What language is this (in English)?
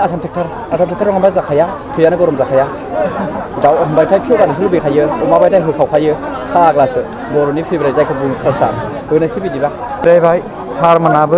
Bodo